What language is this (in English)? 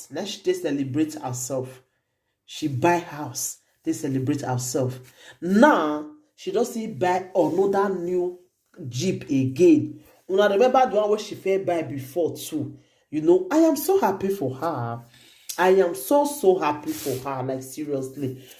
Nigerian Pidgin